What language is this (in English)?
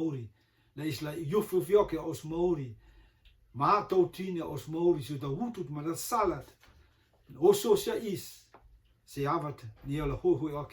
Rotuman